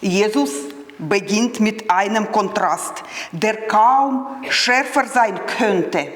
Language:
Swiss German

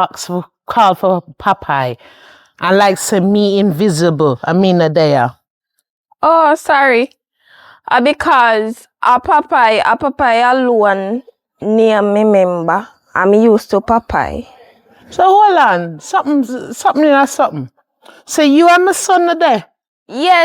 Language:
Jamaican Creole English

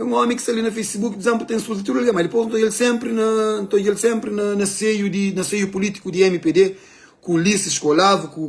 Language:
Kabuverdianu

